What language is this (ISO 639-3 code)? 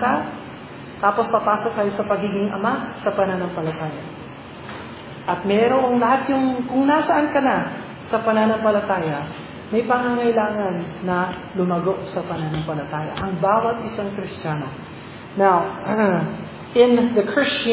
fil